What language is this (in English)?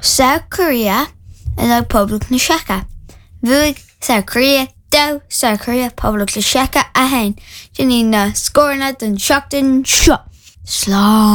Irish